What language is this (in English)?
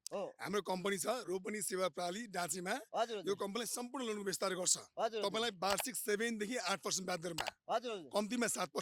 Nepali